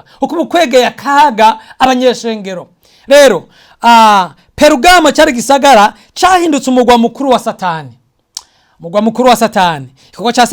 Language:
Rundi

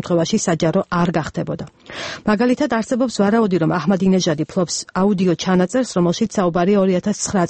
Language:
Georgian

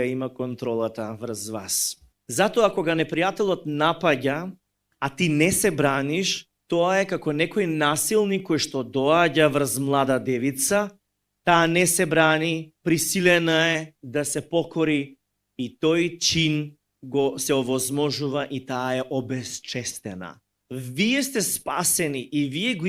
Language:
Macedonian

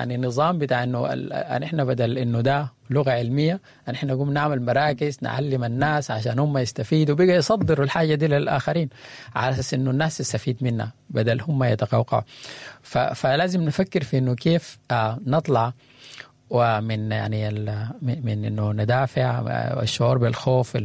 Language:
Sudanese Arabic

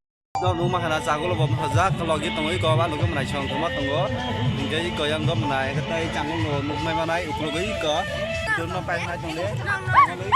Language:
Kok Borok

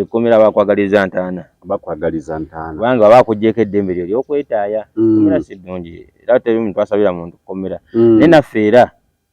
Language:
Ganda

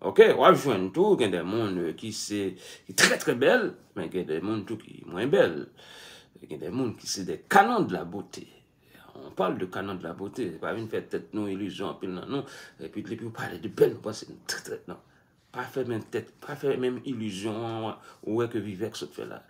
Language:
Haitian Creole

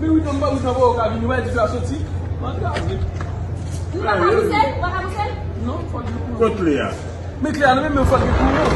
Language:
Haitian Creole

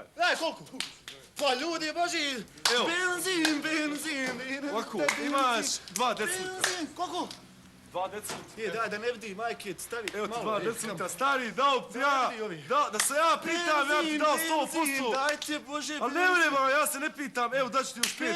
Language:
Bosnian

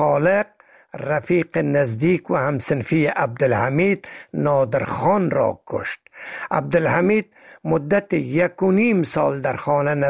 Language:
Persian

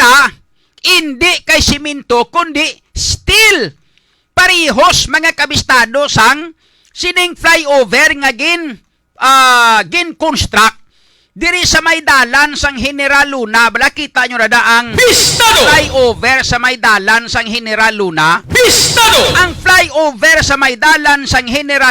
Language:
Hiligaynon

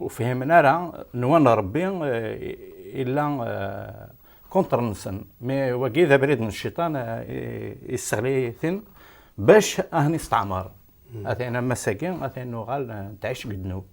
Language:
Kabyle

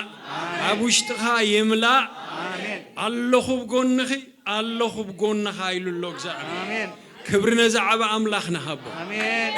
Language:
Tigrinya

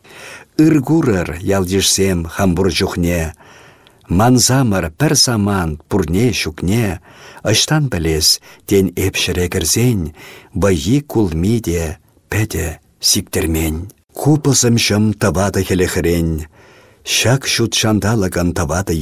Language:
Chuvash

